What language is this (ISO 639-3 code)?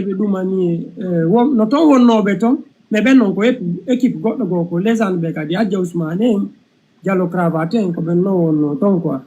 ful